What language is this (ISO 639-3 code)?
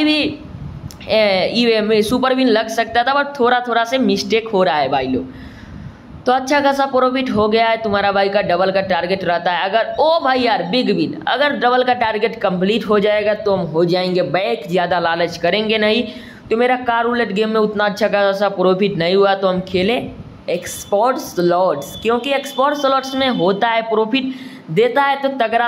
hin